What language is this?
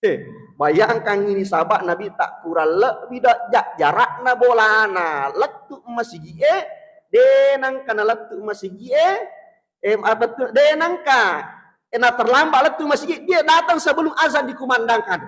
Buginese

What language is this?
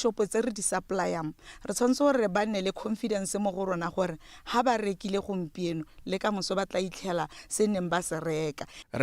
Tswana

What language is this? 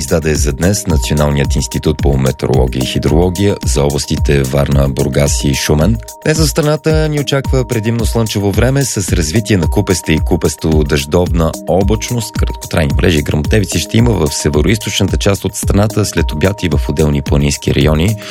Bulgarian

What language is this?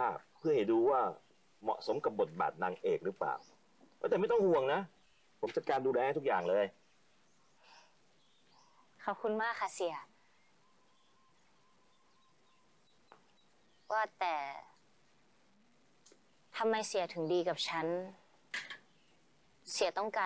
Thai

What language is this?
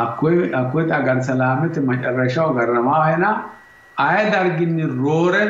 Sidamo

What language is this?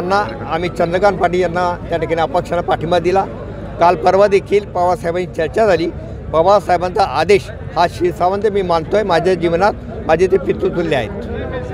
Marathi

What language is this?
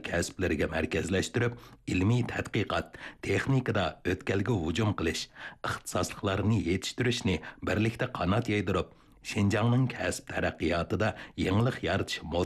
Uyghur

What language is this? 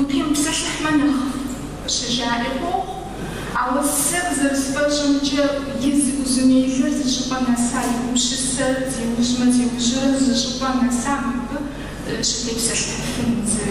Kabardian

